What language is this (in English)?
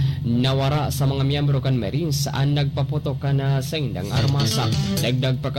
Bikol